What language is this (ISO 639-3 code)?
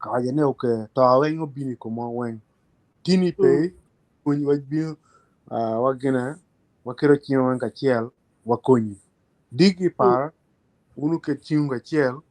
ach